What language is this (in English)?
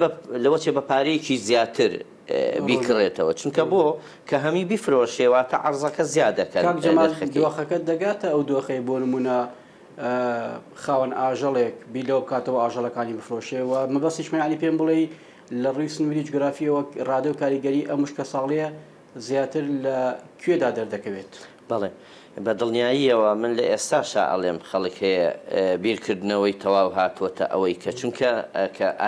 Central Kurdish